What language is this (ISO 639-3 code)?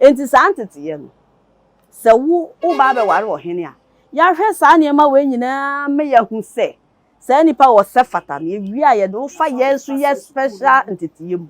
aka